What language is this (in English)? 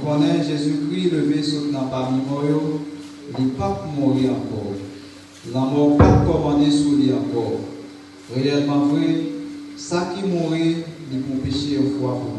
Haitian Creole